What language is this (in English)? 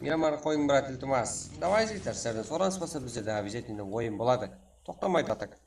Kara-Kalpak